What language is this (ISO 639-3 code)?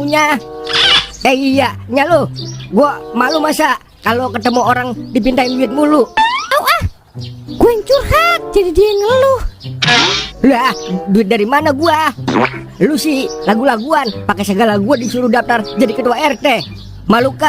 bew